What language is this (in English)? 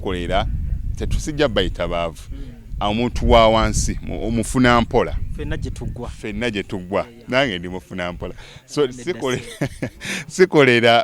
Ganda